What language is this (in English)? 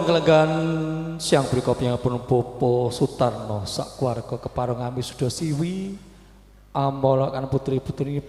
Javanese